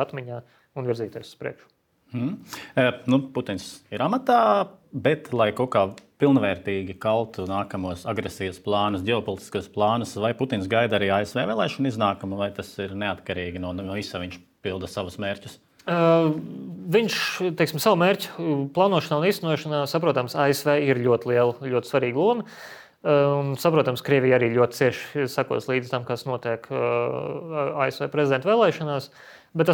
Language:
Latvian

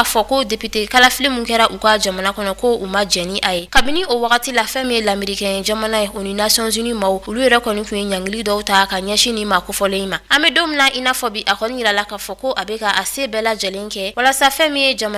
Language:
Bambara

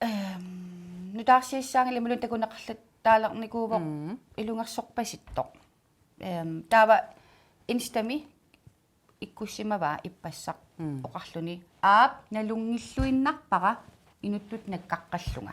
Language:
Kalaallisut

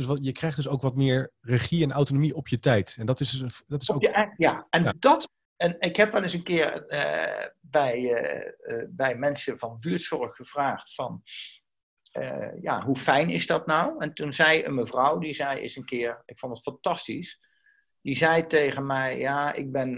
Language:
Dutch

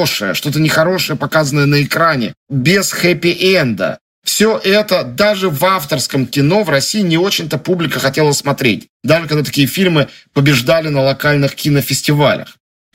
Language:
Russian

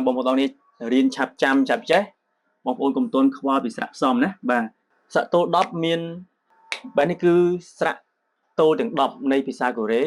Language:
Khmer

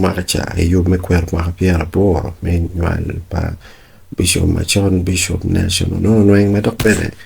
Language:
Acoli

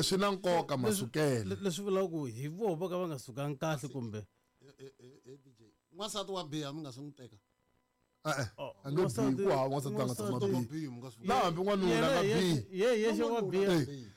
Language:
Tsonga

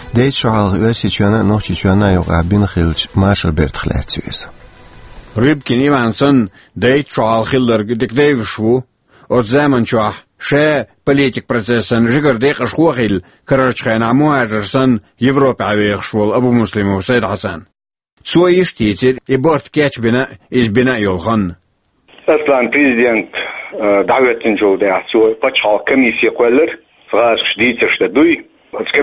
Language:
Chechen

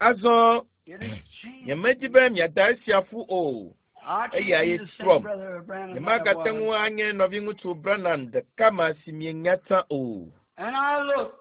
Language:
Ewe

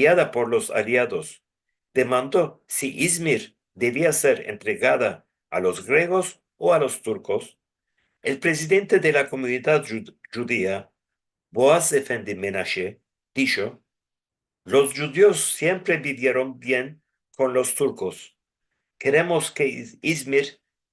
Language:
Ladino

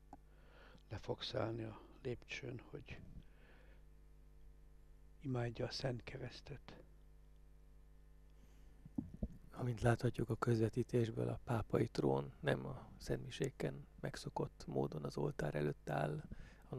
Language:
Hungarian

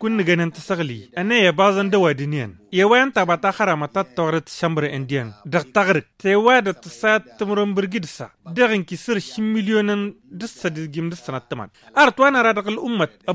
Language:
Tamasheq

